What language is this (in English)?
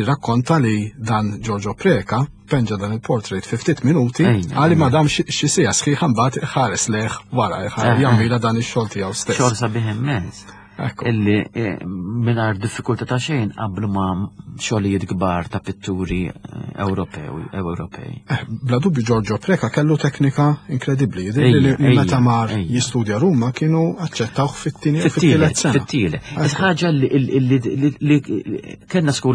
Maltese